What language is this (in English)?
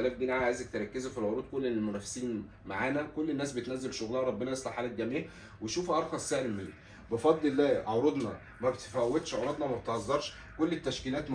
Egyptian Arabic